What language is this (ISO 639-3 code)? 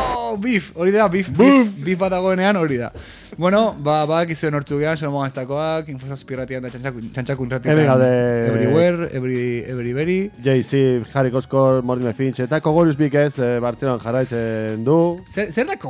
eus